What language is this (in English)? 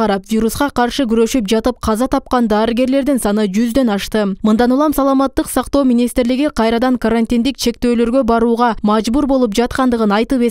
Kyrgyz